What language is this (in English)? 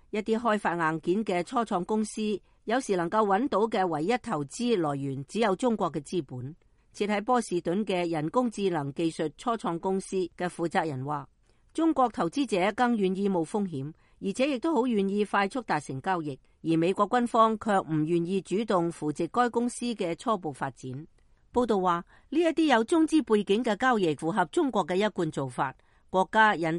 Cantonese